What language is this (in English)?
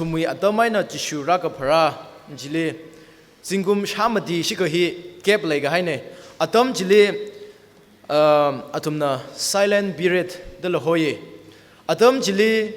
Tangkhul Naga (India)